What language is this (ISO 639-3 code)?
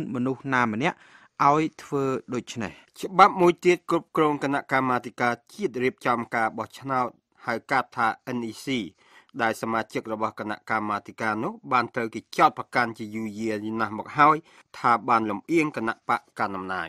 khm